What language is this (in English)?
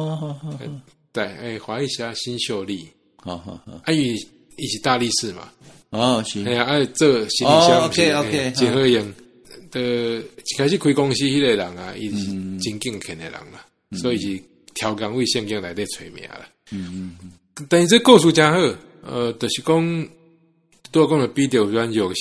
Min Nan Chinese